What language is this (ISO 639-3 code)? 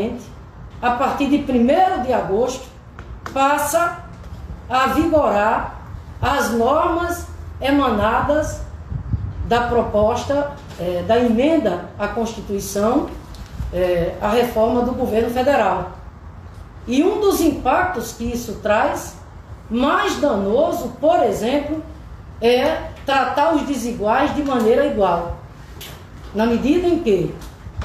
por